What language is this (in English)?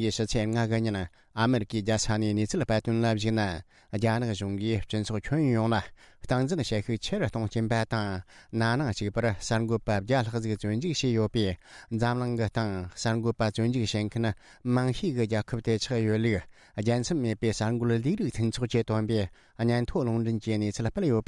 Tibetan